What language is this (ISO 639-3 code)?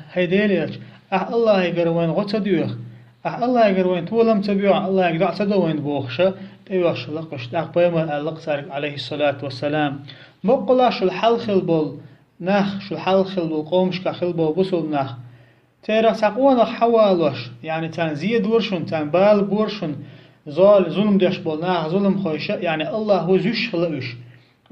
che